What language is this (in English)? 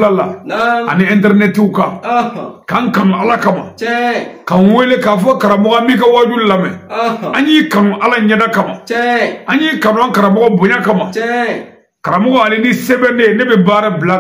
Bambara